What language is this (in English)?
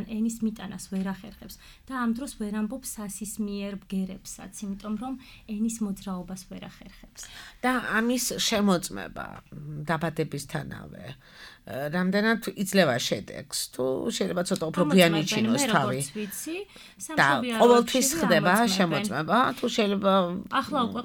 Georgian